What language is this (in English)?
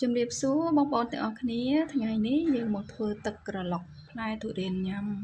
Khmer